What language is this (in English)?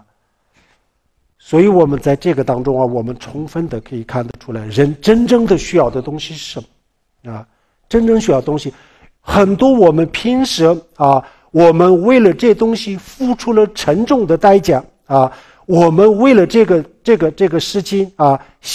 Chinese